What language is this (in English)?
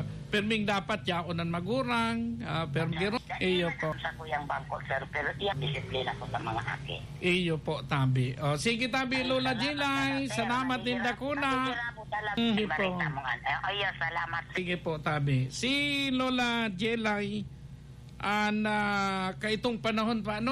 Bikol